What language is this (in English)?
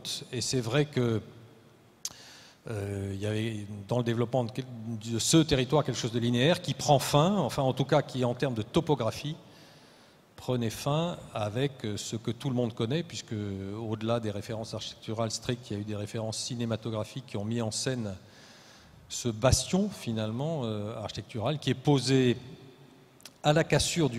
French